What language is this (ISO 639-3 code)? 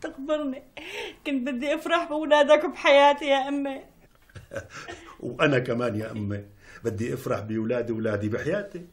apc